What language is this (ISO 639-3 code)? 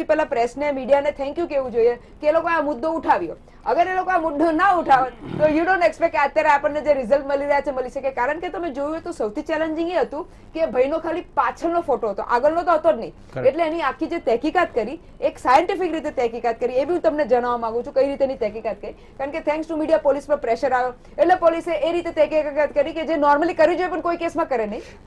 guj